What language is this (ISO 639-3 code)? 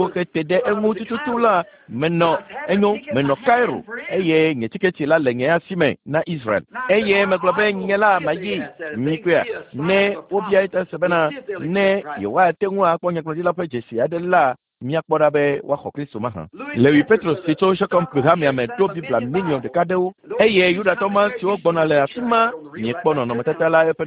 ewe